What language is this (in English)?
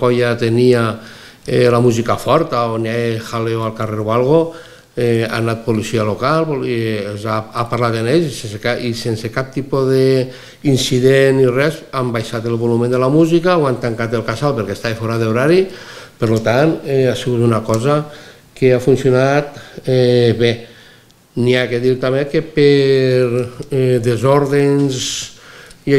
Catalan